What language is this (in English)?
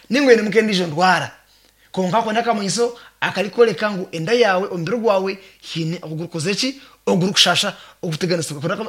Nyankole